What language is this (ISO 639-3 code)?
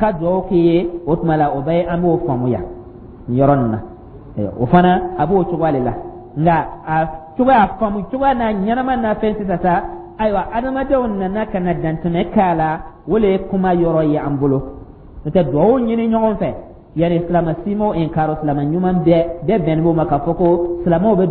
dyu